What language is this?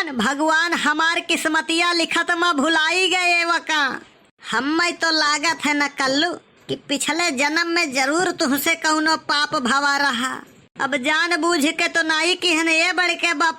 Awadhi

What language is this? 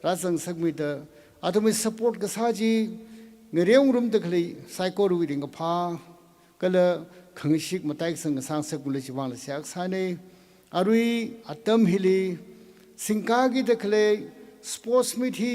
Tangkhul Naga (India)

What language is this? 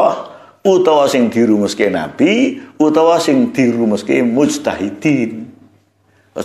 Javanese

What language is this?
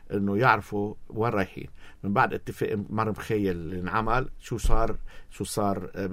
North Levantine Arabic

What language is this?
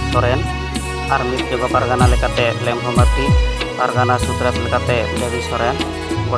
Santali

